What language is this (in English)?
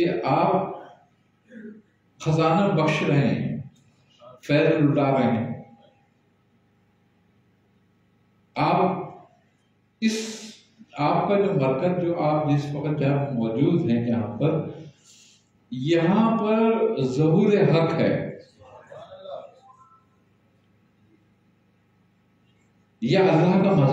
Urdu